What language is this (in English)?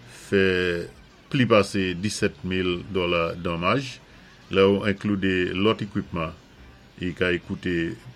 Saint Lucian Creole French